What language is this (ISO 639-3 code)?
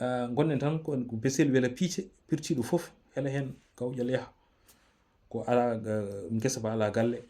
ful